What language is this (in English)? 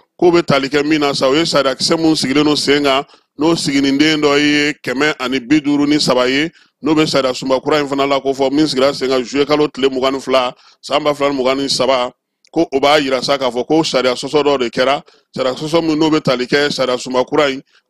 Bambara